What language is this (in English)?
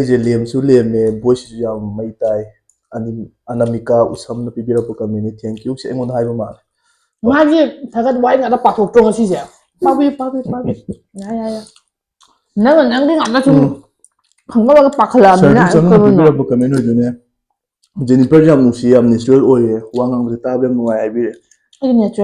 Manipuri